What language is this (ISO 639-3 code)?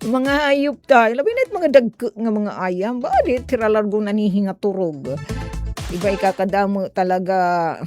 war